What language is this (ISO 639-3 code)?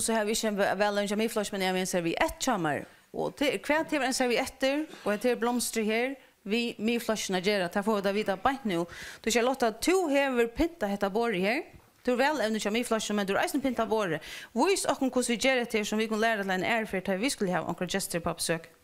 fao